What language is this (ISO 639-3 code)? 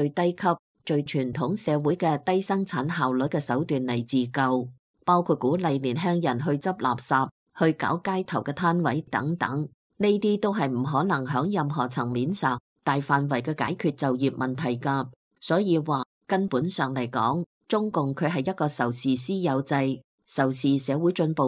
yue